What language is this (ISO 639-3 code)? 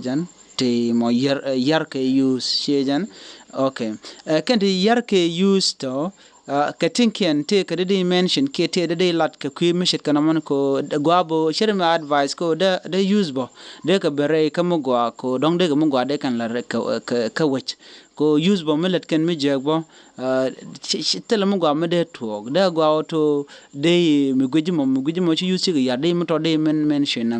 nus